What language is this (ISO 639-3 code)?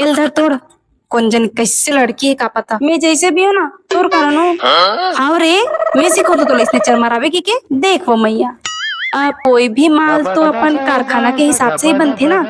hne